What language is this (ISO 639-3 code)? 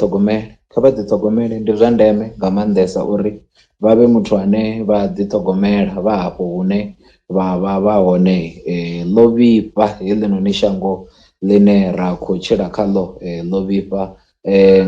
ven